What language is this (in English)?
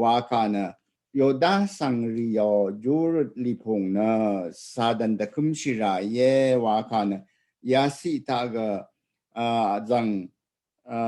Rawang